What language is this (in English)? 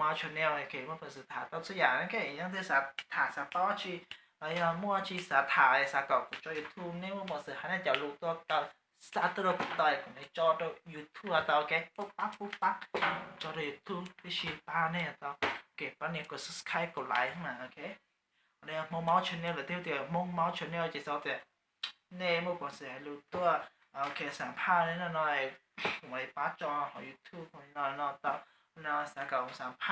Hmong